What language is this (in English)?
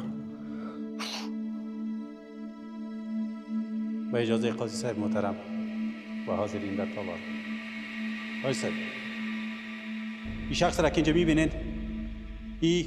Persian